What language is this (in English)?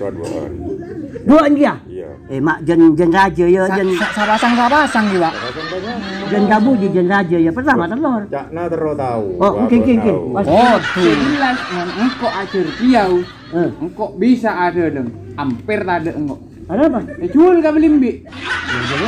Madurese